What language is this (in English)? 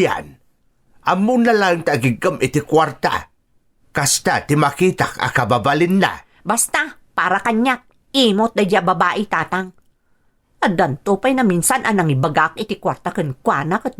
Iloko